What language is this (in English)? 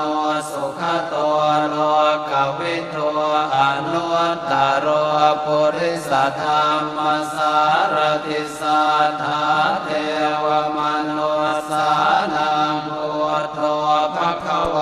Pali